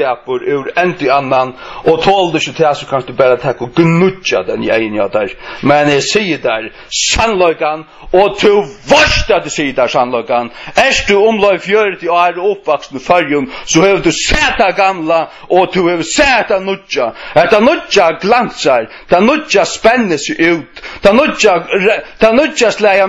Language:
Faroese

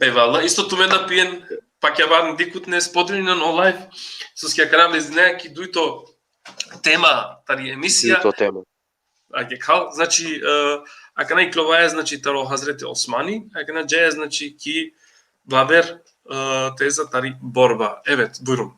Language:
Balkan Romani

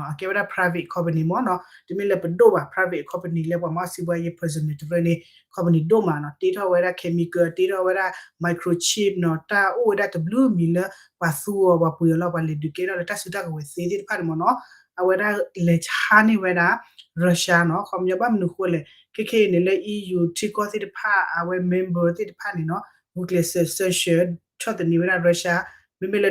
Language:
S'gaw Karen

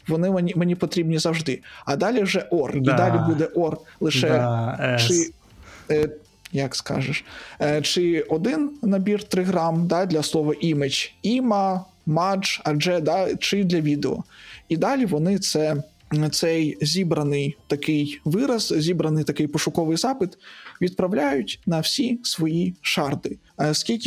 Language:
Ukrainian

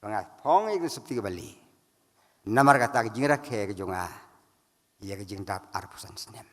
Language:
Khasi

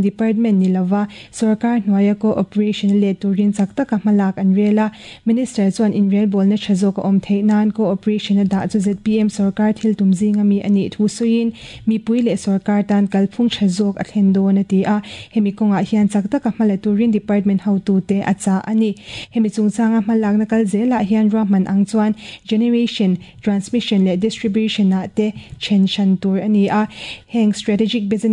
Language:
Mizo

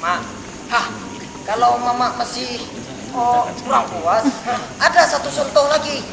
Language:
Minangkabau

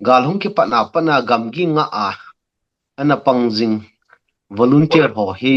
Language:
Thado Chin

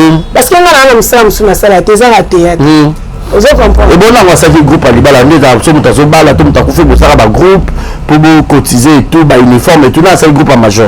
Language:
Lingala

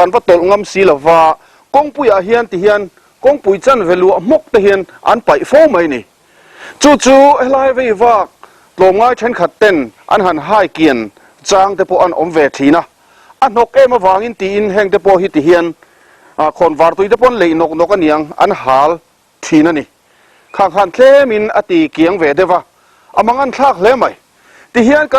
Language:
Mizo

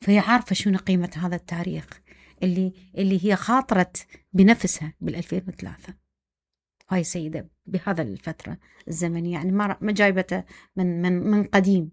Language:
Mesopotamian Arabic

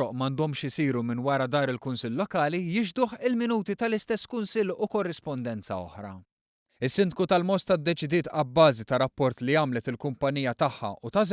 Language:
Maltese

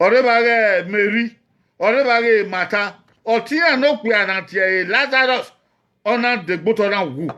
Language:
Bini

